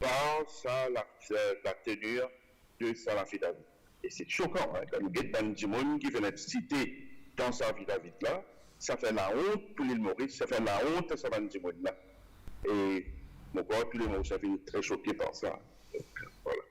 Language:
Morisyen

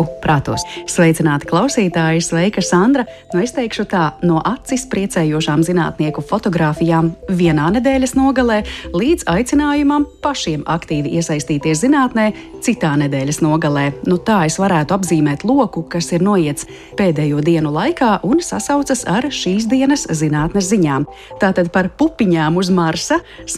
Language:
Latvian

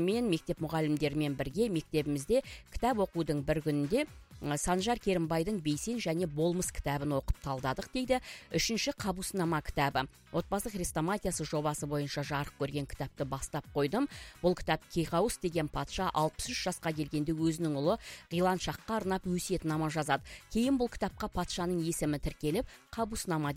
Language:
Kazakh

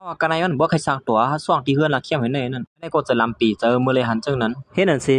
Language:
Shan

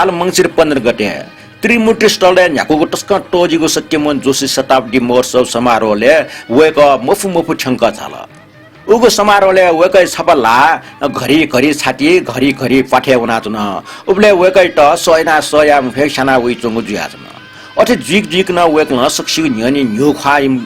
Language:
Newari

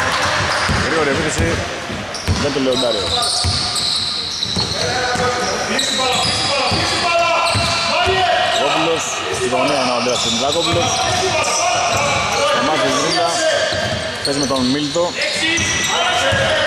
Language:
Greek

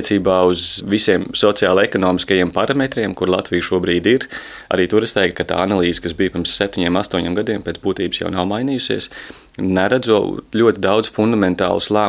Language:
Latvian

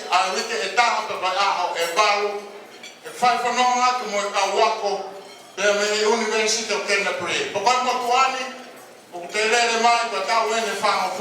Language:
Tongan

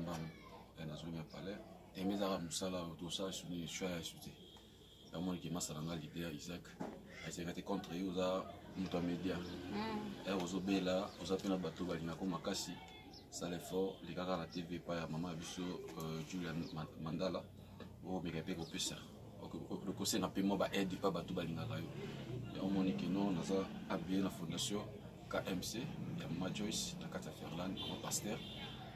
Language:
Lingala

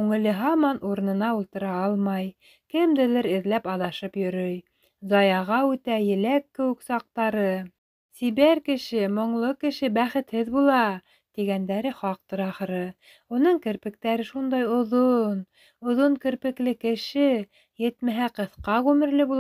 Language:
Bashkir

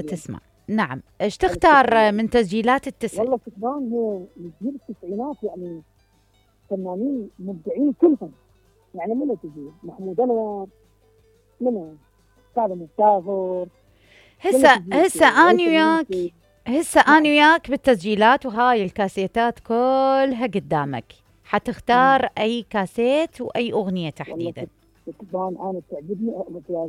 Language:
Mesopotamian Arabic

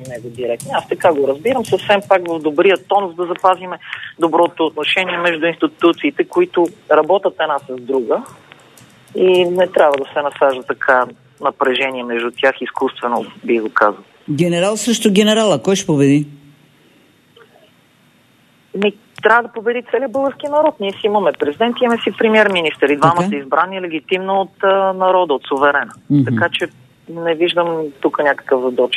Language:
Bulgarian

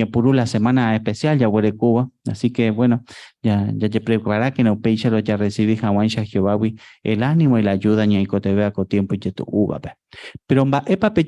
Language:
Guarani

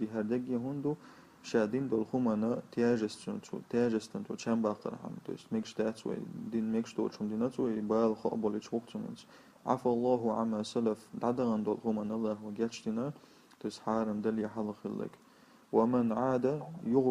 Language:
Chechen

